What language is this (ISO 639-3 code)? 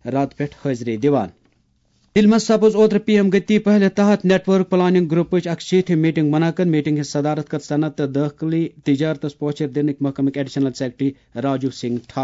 kas